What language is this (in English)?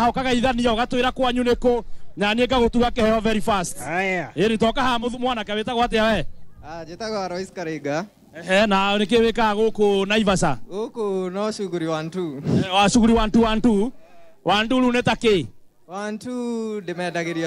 Kikuyu